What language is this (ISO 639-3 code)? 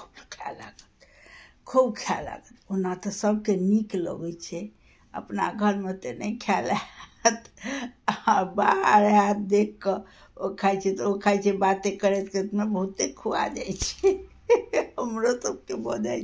mai